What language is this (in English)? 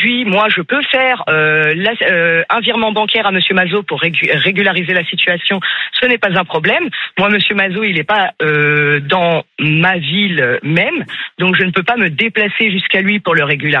French